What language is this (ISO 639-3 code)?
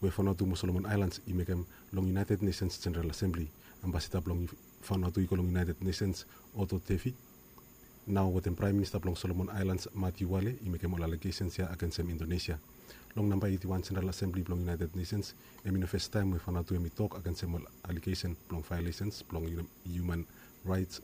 bis